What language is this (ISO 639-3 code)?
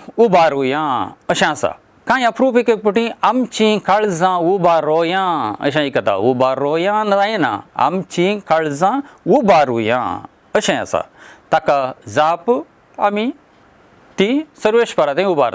kok